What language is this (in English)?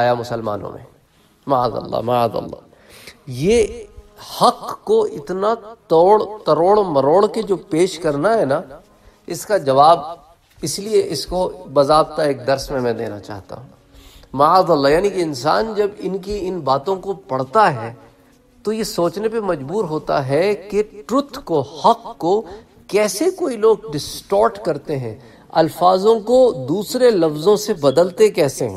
Urdu